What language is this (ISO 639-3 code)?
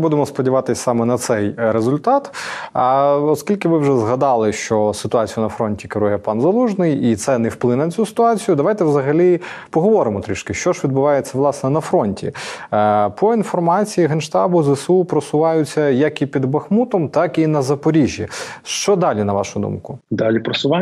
ukr